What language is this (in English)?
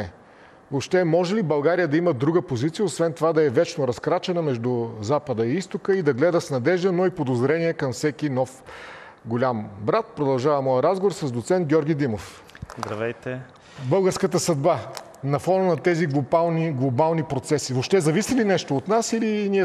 Bulgarian